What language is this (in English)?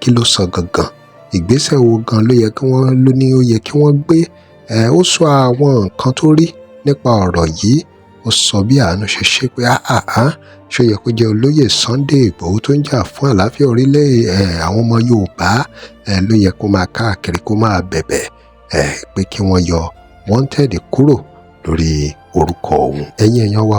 Yoruba